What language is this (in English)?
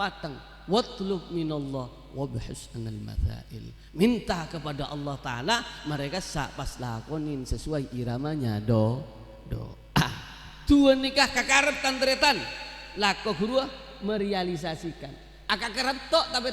Madurese